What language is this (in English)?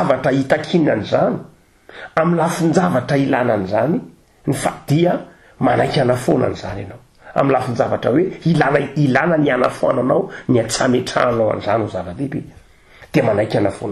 Malagasy